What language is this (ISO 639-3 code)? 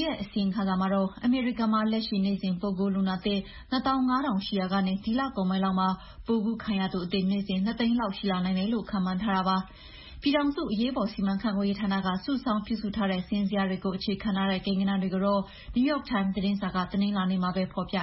mya